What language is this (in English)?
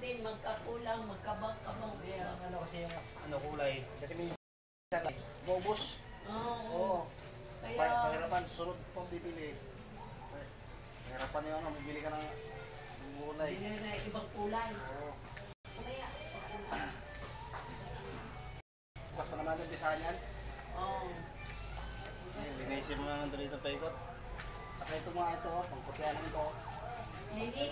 Filipino